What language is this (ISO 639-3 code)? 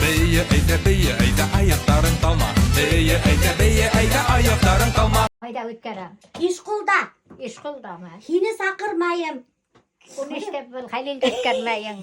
bak